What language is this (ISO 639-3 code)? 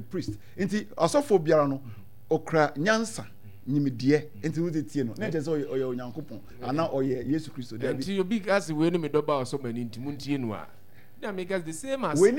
aka